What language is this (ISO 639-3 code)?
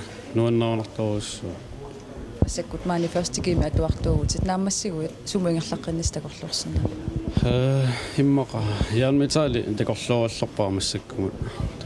kal